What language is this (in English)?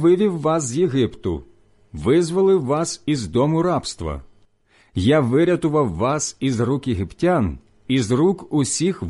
Ukrainian